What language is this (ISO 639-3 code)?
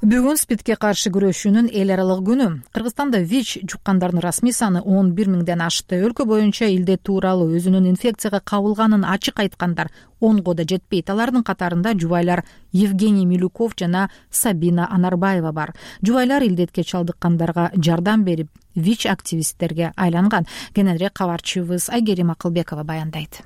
kir